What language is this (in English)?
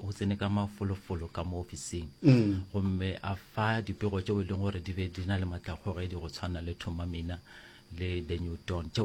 Northern Sotho